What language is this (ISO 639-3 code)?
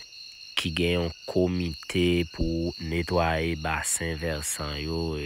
hat